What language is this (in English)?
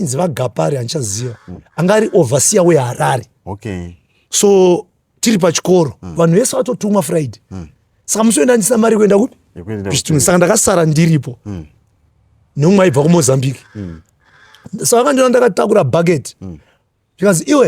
Shona